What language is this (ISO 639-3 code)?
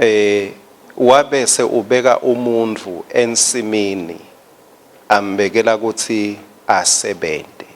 ssw